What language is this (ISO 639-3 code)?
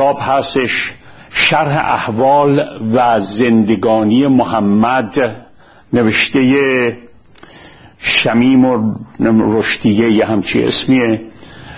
fas